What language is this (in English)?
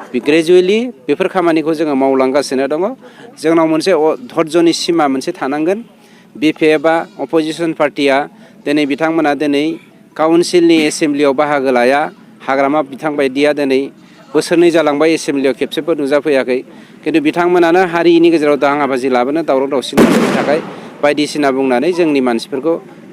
Bodo